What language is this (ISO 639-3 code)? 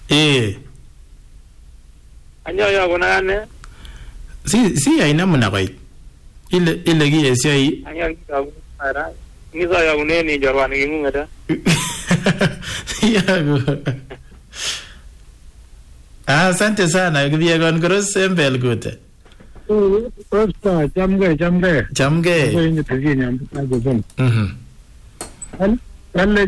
swa